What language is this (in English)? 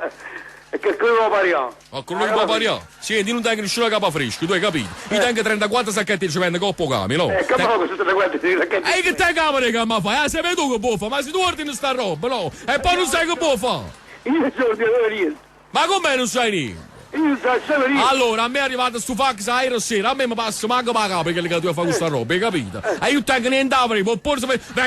Neapolitan